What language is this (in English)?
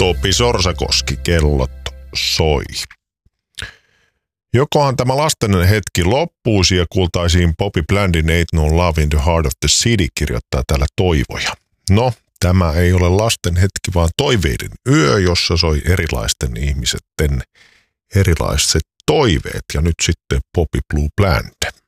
Finnish